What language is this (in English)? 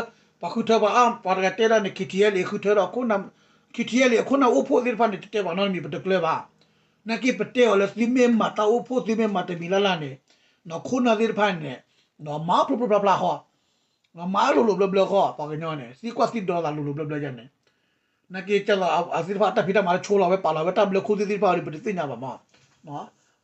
S'gaw Karen